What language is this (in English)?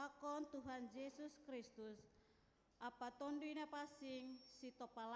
Batak Simalungun